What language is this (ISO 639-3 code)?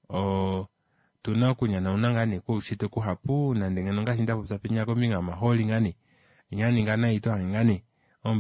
kua